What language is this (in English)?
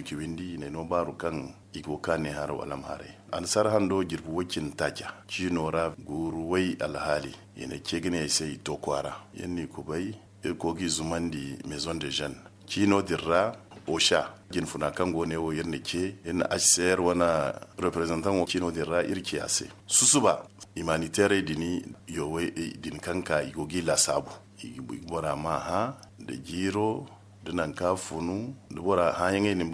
Zarma